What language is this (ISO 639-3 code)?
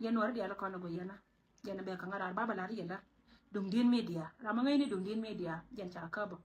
nus